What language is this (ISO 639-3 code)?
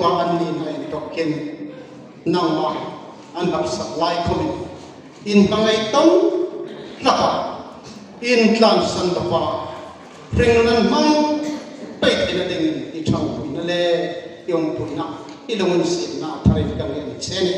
hmr